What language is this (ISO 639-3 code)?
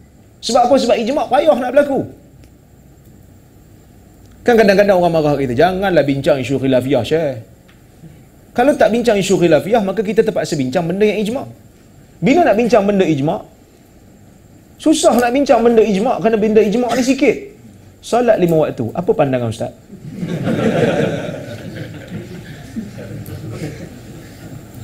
msa